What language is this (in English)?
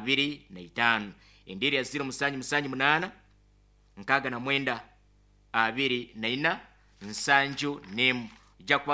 Nyankole